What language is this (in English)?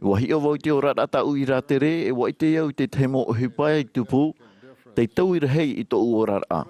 Tahitian